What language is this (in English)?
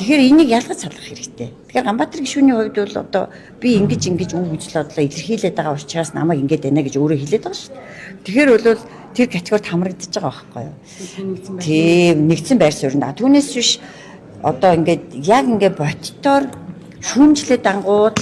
Mongolian